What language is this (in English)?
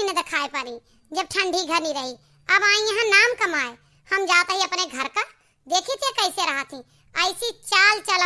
Awadhi